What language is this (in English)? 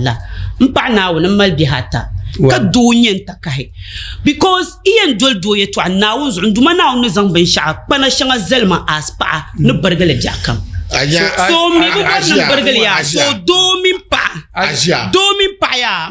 Dagbani